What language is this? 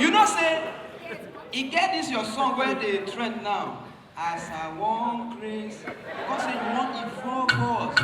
Nigerian Pidgin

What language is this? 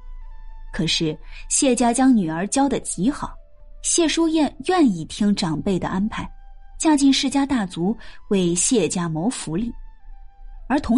Chinese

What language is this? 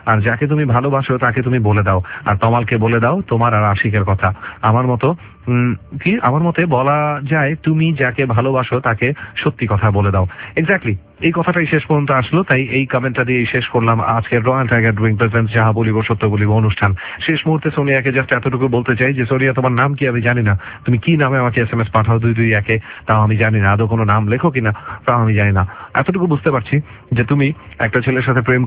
Bangla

